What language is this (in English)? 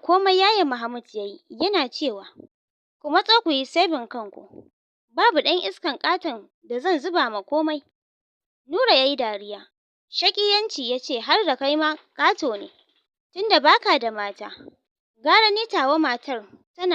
Hausa